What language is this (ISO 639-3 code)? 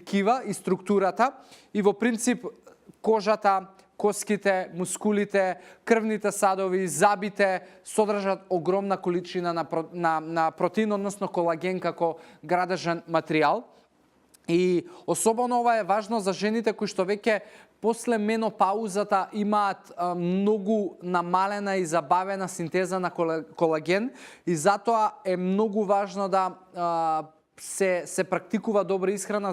mkd